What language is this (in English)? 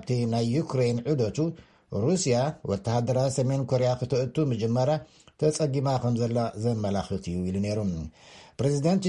Tigrinya